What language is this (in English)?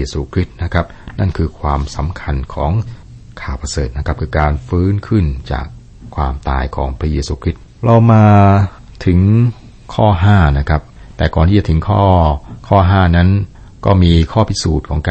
Thai